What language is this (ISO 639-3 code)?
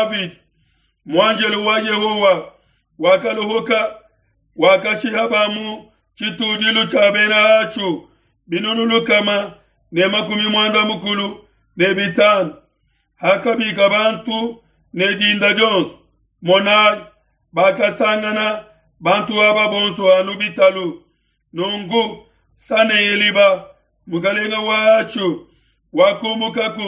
lua